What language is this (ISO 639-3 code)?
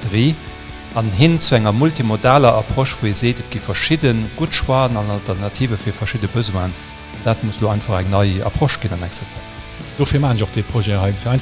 ltz